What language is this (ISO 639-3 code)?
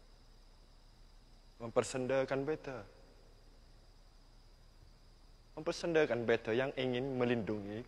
msa